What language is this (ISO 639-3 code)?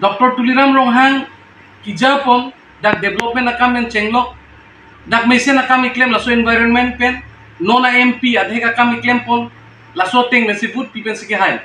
mjw